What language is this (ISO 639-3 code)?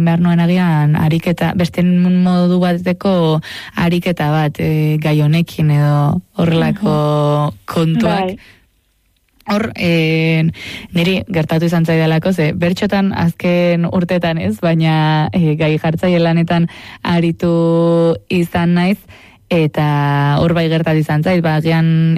eus